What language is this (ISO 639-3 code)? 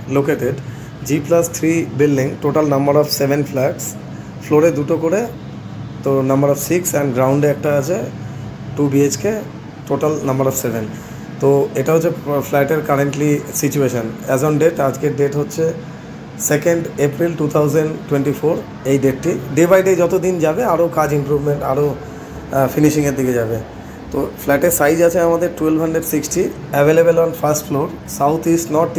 ben